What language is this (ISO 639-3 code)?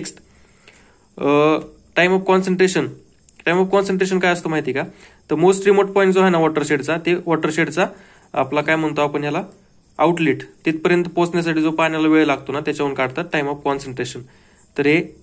mar